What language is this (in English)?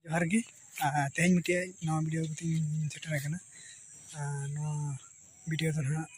Santali